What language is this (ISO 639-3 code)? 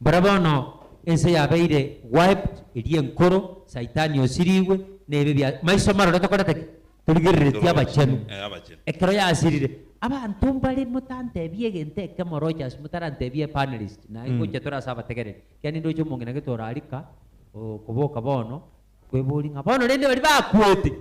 guz